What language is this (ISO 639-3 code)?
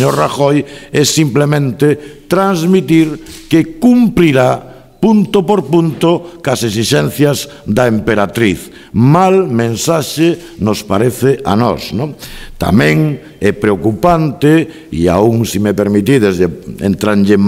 glg